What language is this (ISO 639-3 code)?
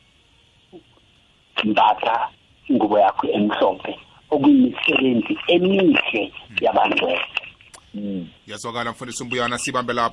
nbl